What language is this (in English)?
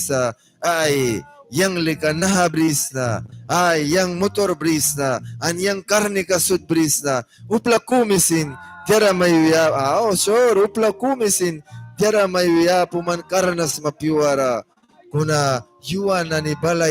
Mískito